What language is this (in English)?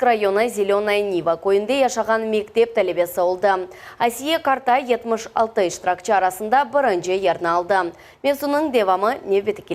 Crimean Tatar